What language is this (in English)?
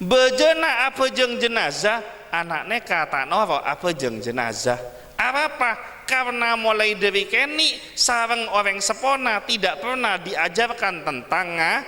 Madurese